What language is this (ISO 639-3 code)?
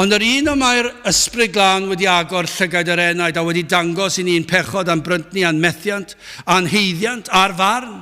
cym